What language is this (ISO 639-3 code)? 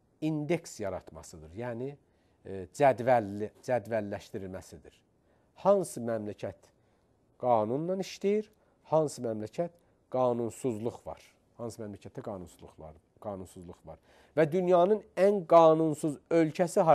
aze